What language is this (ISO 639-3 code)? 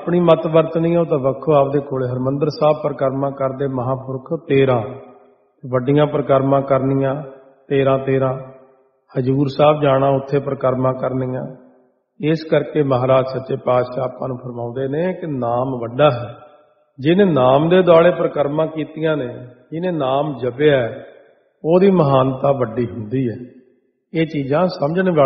pan